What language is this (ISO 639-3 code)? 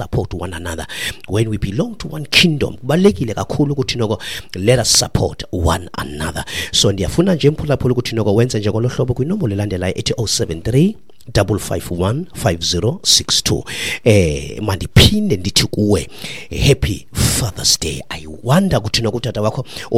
xho